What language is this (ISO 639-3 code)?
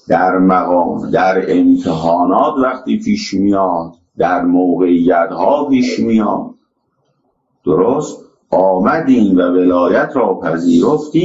fas